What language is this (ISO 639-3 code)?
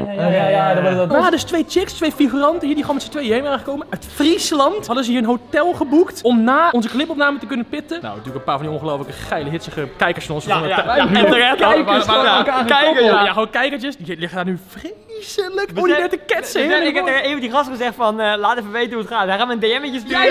nld